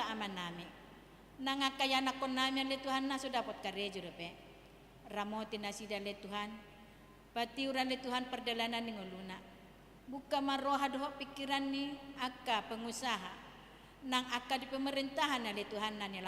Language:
Batak Toba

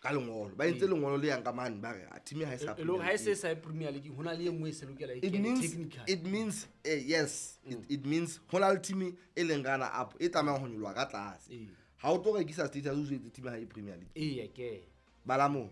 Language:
Southern Sotho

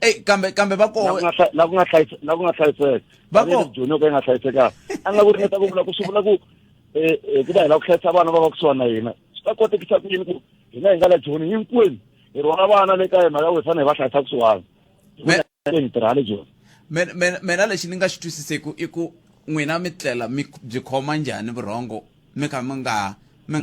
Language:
Tsonga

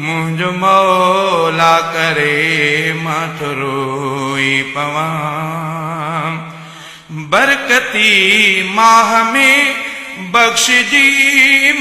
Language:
Sindhi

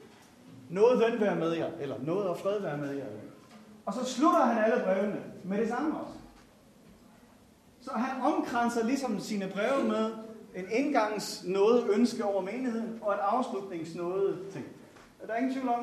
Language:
Danish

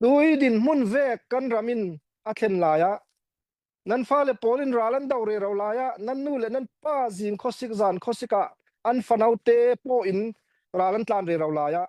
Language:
Falam Chin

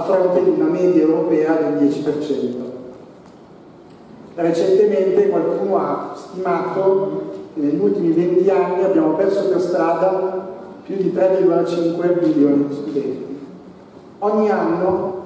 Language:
Italian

